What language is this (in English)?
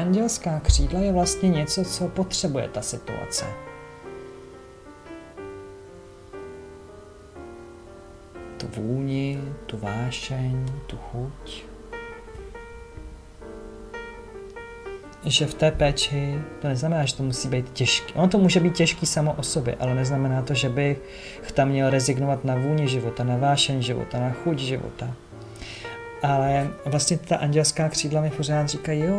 Czech